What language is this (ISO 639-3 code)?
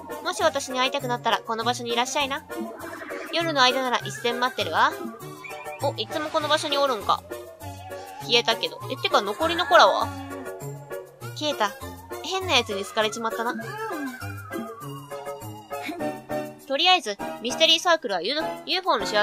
jpn